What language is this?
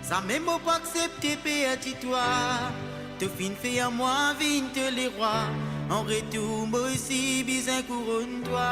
Morisyen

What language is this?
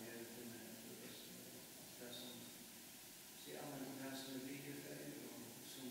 Faroese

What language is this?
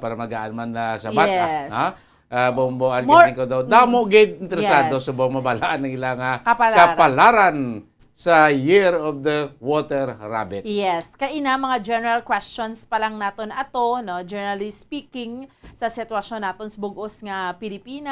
Hiligaynon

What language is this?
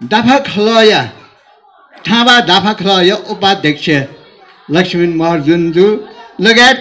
Newari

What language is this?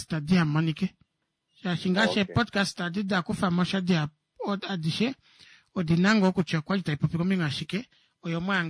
Kuanyama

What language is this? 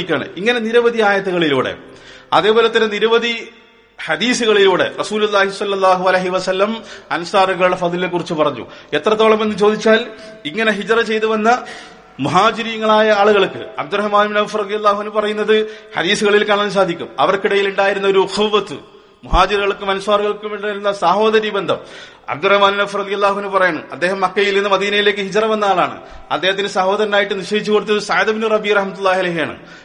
Malayalam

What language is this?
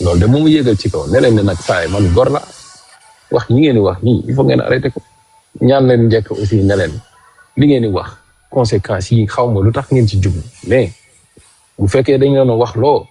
Wolof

